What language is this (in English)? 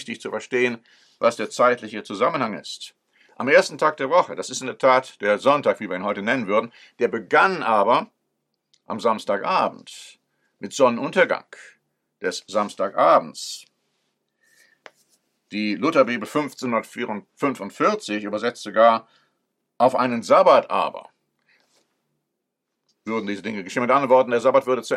German